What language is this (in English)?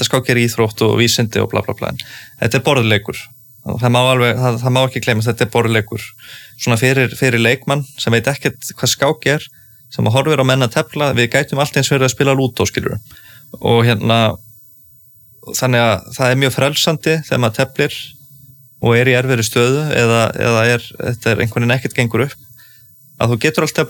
Icelandic